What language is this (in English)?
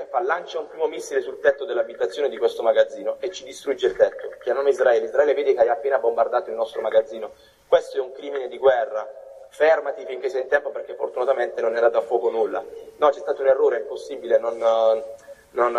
Italian